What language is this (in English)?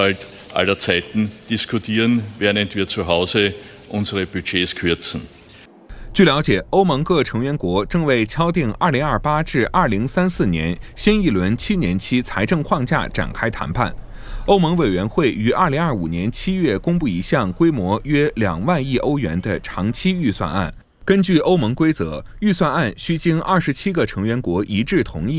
Chinese